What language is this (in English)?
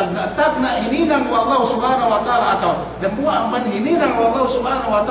Yakan